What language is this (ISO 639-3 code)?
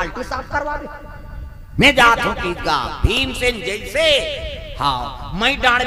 hne